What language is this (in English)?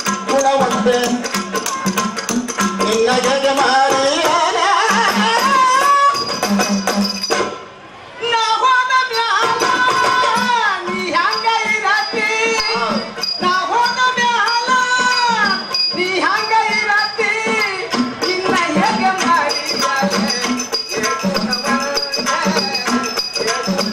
Kannada